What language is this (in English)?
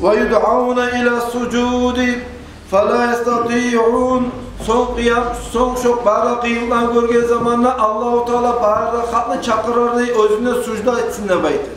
Kumyk